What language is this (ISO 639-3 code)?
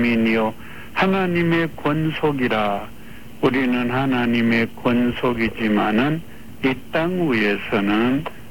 kor